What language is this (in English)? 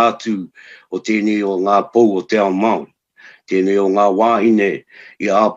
Māori